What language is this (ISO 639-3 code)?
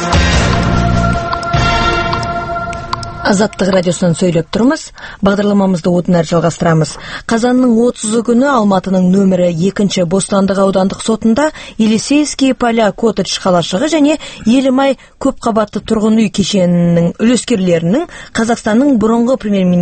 kaz